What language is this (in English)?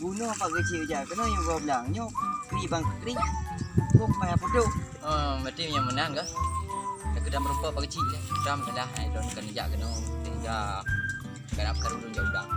Achinese